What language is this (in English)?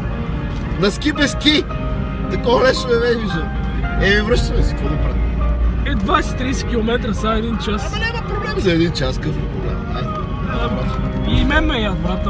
Bulgarian